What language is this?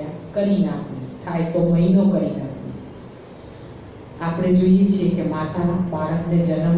Gujarati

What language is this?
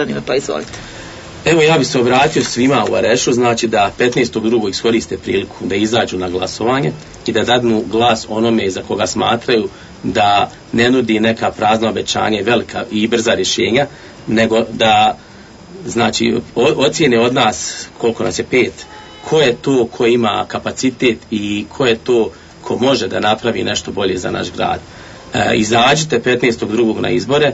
Bosnian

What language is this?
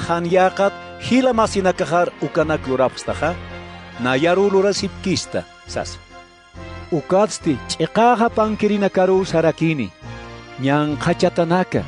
Aymara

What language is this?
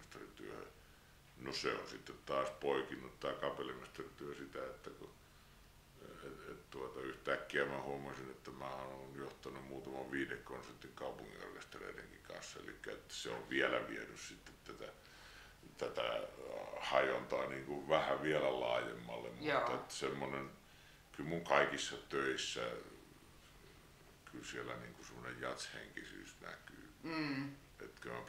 Finnish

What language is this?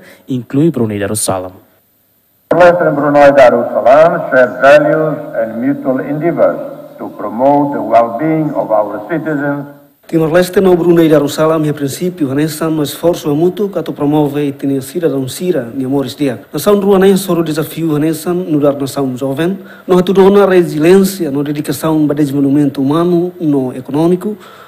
Tetum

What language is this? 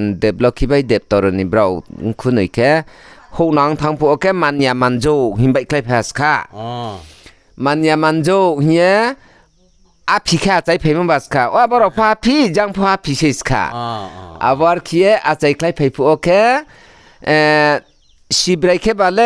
Riang (India)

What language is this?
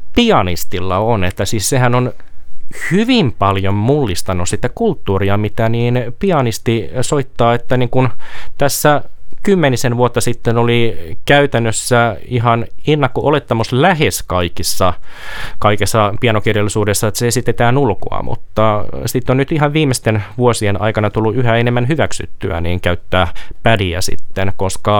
Finnish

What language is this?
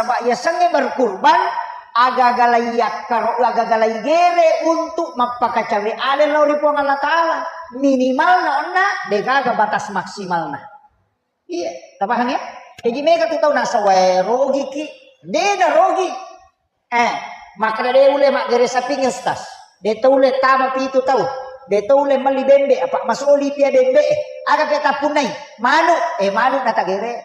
Buginese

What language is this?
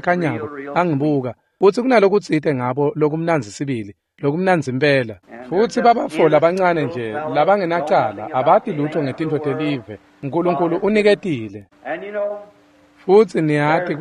Swati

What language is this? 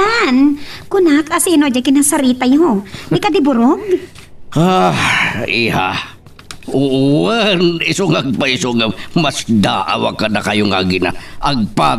Iloko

